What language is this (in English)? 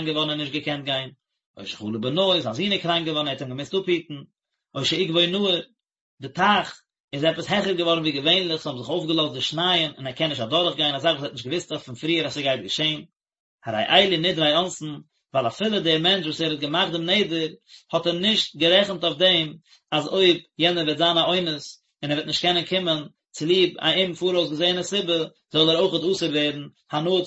Yiddish